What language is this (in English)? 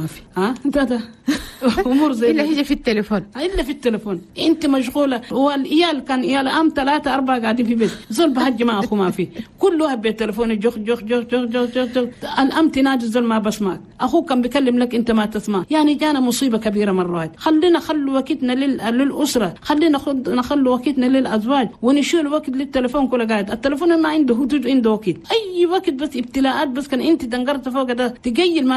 Chadian Arabic